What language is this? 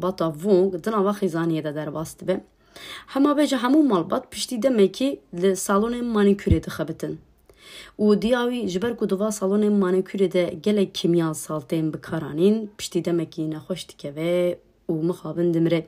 Kurdish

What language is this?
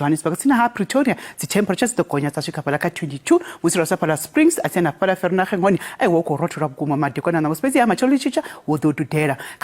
Venda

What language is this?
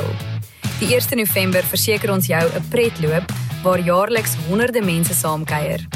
Afrikaans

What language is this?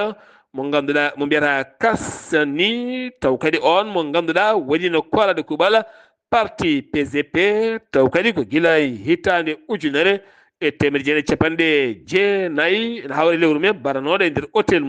Fula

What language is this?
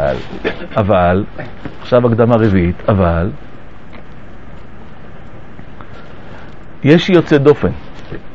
Hebrew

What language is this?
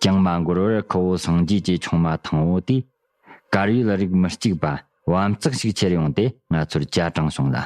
Tibetan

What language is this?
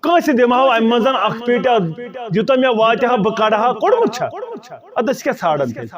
Kashmiri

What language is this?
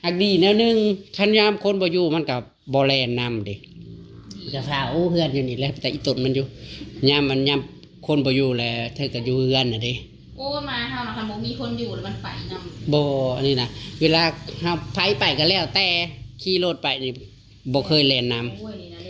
Northeastern Thai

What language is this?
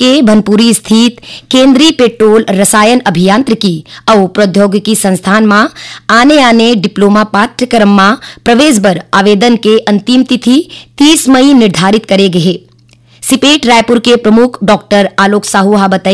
Chhattisgarhi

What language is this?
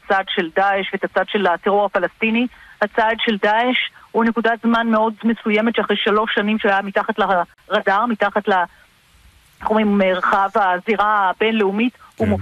Hebrew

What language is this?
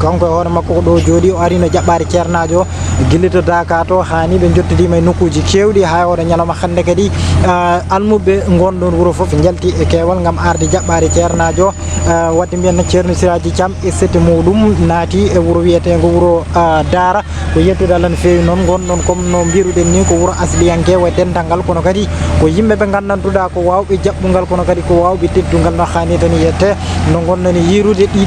Fula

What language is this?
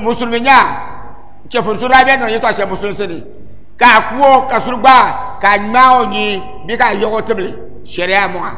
Dagbani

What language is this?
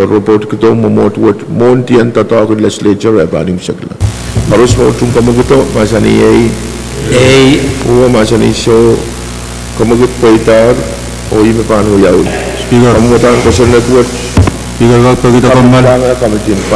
Pohnpeian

